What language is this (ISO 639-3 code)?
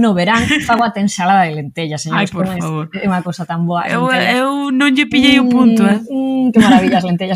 glg